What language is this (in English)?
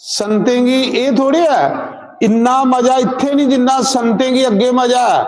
Dogri